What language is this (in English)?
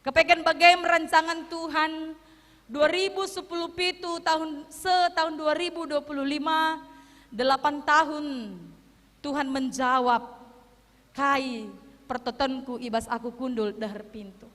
Batak Karo